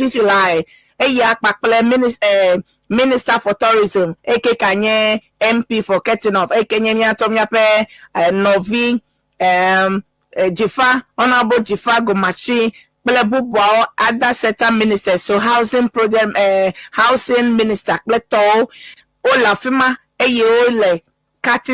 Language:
Ewe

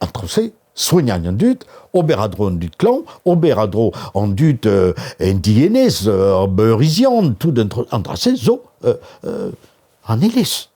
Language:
Breton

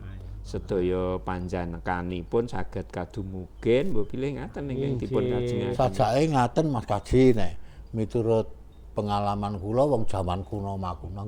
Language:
Javanese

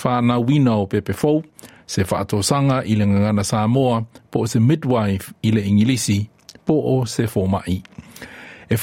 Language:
Samoan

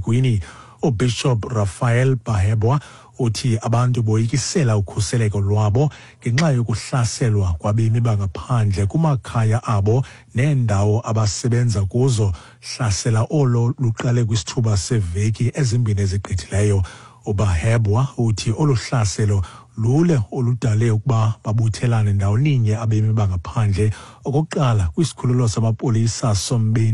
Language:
Xhosa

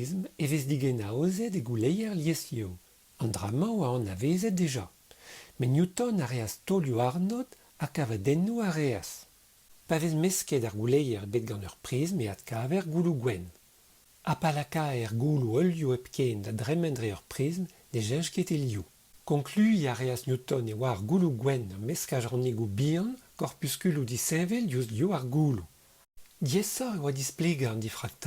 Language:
Breton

